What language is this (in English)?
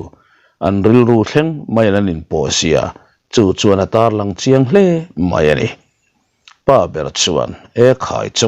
Mizo